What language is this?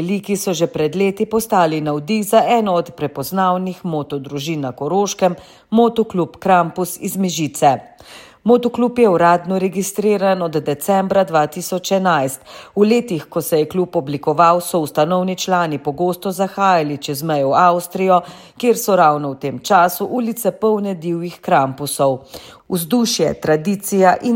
Slovenian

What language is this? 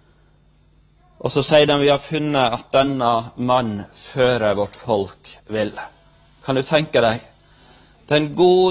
Norwegian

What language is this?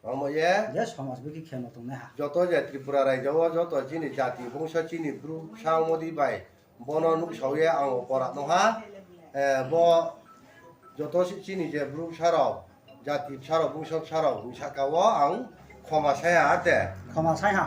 Riang (India)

